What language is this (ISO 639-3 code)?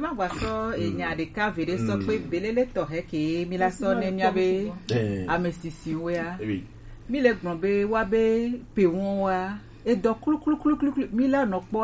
gej